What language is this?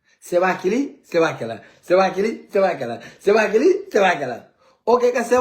Kabuverdianu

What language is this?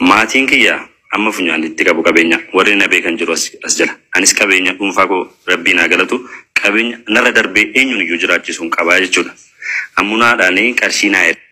Oromo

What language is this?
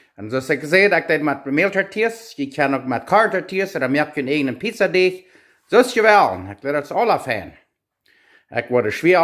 Plautdietsch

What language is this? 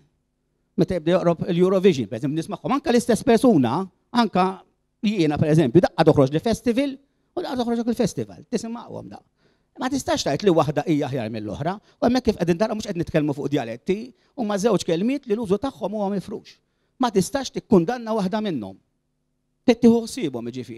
Maltese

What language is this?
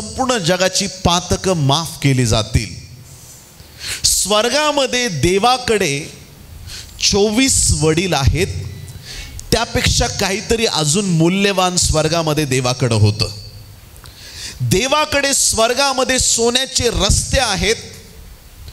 Marathi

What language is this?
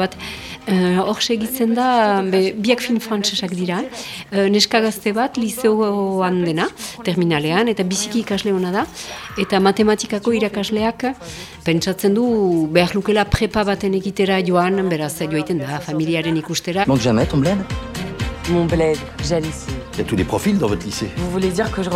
Basque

